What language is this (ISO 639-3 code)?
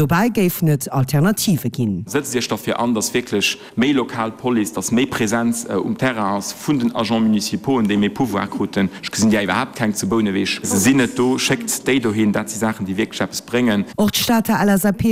ltz